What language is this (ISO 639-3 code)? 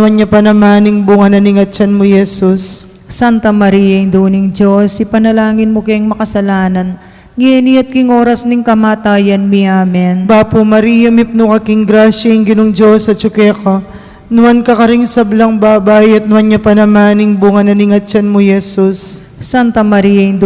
pam